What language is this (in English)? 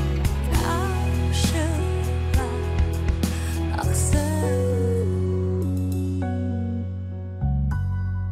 Kazakh